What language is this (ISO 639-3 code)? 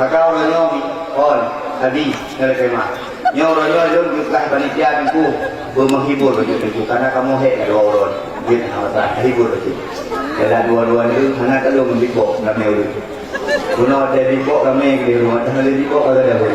ace